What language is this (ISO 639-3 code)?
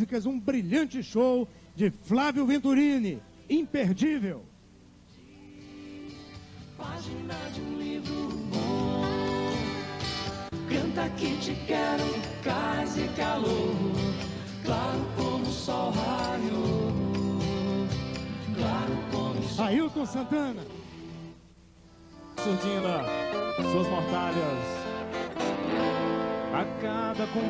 por